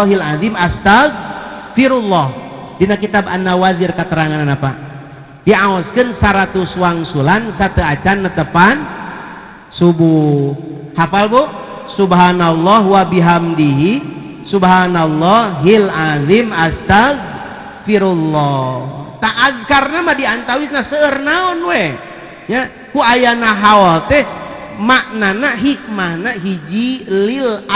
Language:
Sundanese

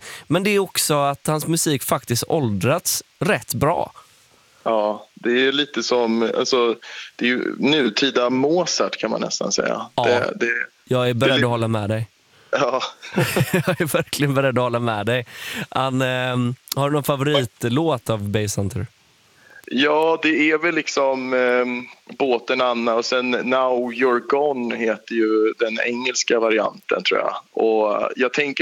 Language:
Swedish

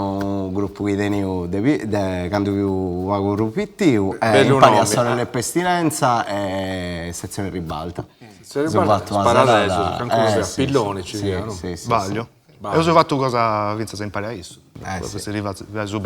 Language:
Sardinian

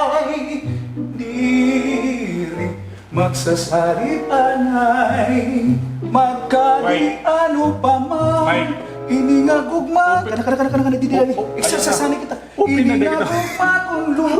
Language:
Waray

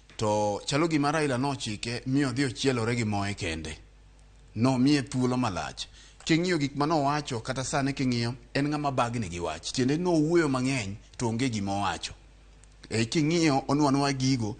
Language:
Luo (Kenya and Tanzania)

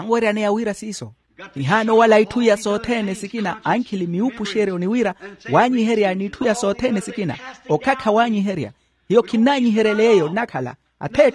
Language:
Makhuwa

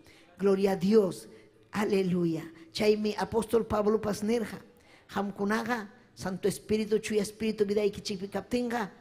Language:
Ayacucho Quechua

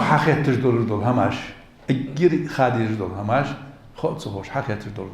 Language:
Ingush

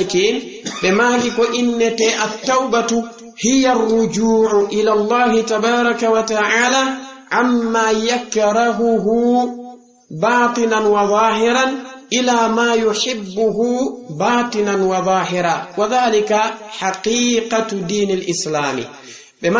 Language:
Fula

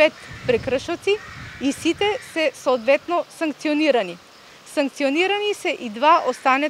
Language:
Macedonian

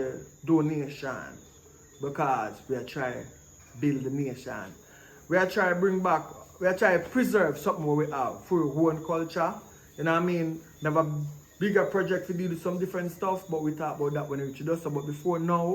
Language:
Jamaican Creole English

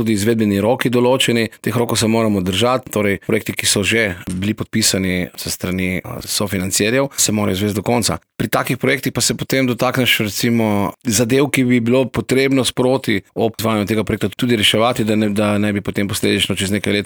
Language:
Slovenian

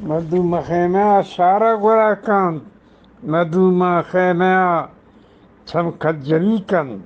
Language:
Eastern Balochi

